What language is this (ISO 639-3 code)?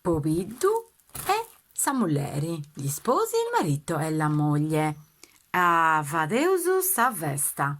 srd